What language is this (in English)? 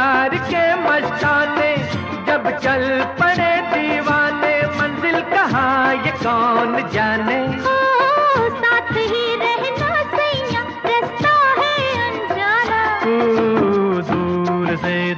Hindi